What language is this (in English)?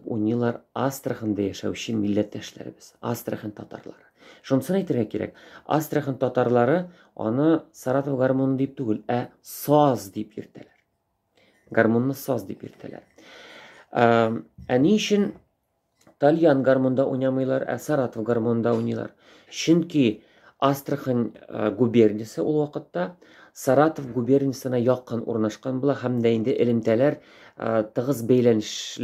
Tatar